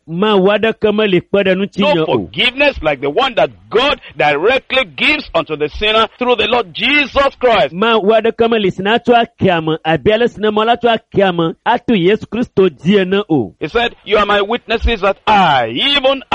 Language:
Ewe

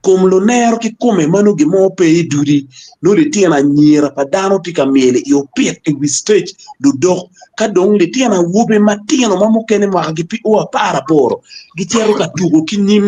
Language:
Acoli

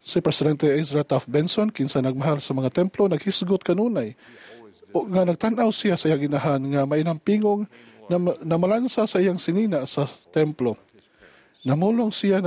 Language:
Cebuano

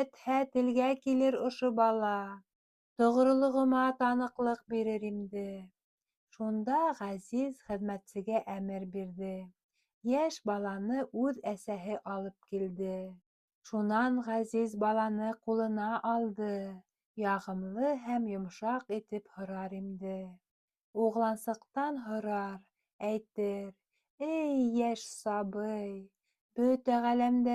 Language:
Bashkir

